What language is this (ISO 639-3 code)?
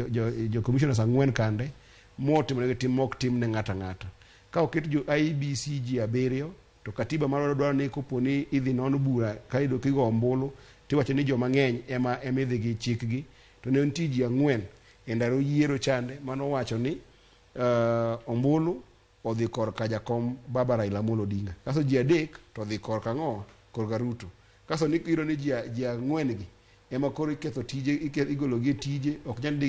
luo